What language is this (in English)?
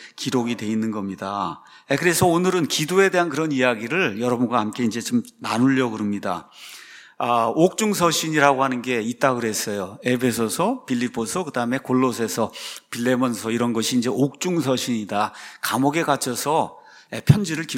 Korean